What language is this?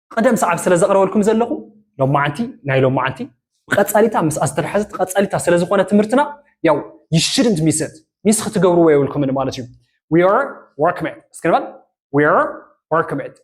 Tigrinya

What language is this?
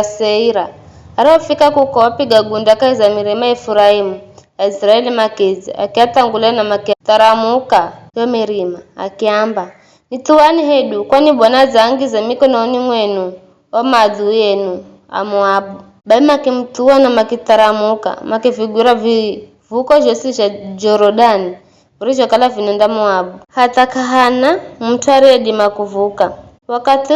Giryama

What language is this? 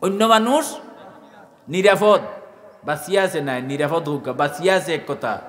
Sylheti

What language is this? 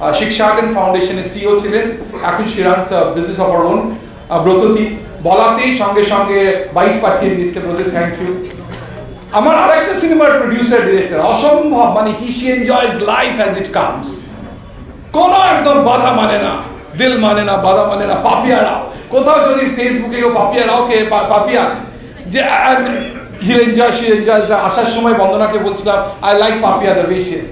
Bangla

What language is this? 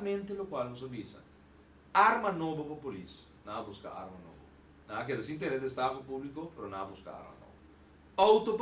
Papiamento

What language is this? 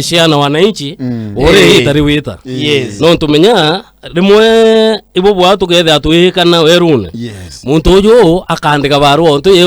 Meru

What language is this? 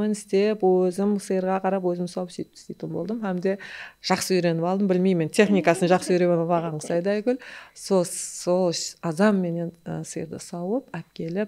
Kara-Kalpak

